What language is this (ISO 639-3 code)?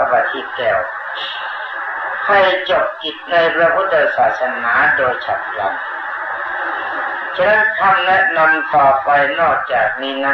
tha